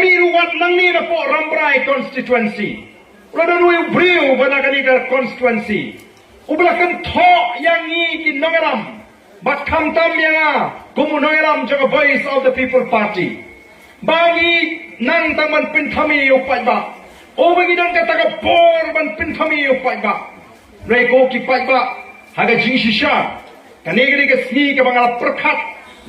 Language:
Khasi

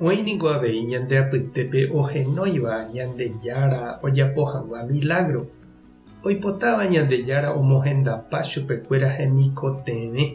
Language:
Guarani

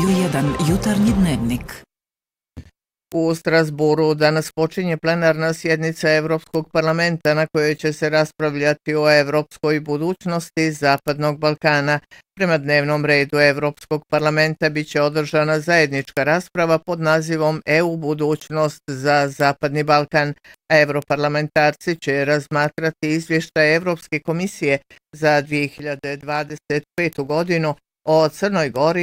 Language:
Bosnian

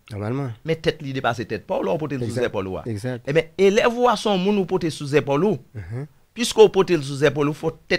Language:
Haitian Creole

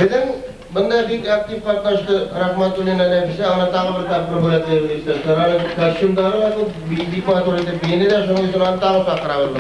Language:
Bashkir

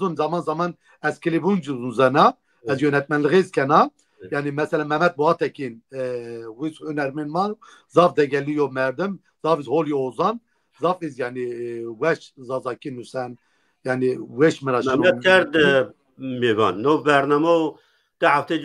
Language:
Zaza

